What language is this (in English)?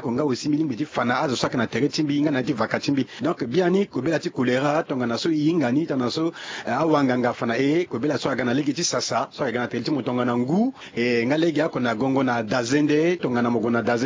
Sango